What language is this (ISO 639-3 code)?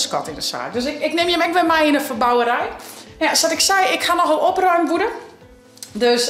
fry